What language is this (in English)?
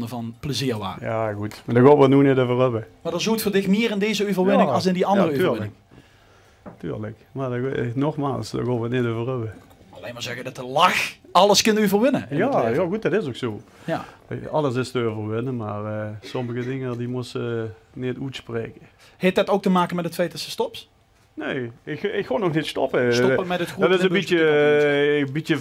Limburgish